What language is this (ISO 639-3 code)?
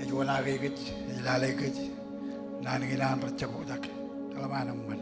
mah